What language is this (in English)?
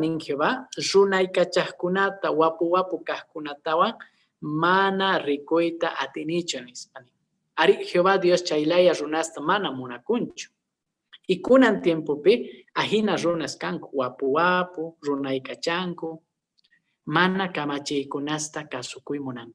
Quechua